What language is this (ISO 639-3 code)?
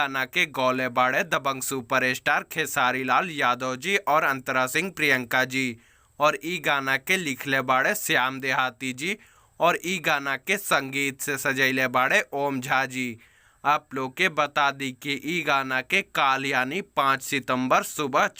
bho